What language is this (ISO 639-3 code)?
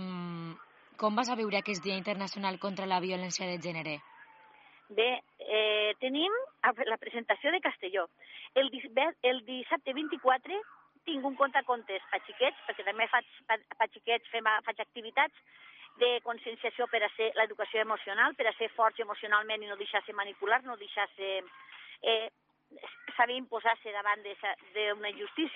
cat